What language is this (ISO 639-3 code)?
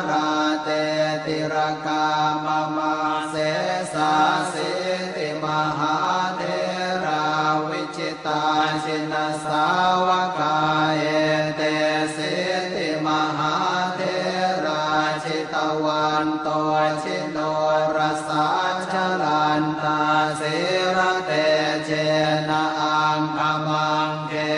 pli